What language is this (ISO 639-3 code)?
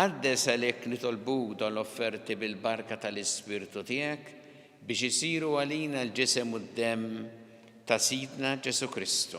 mlt